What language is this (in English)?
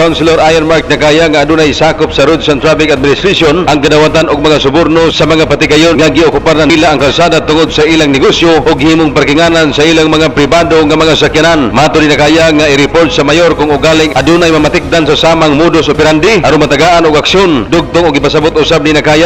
Cebuano